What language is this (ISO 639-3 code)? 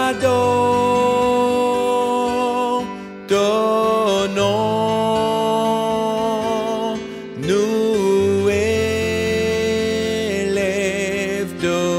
mfe